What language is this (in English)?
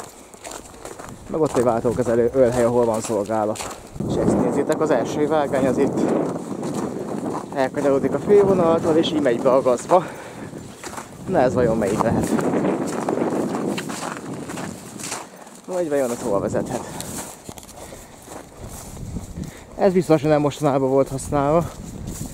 Hungarian